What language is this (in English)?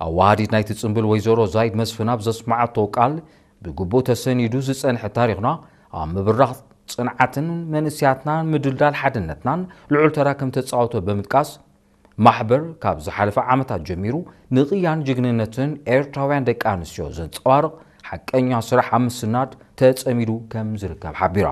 Tigrinya